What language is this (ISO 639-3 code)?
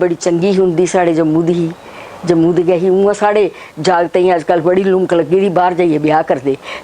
doi